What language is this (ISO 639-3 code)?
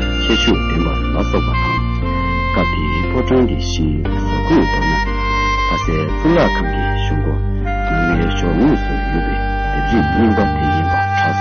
bod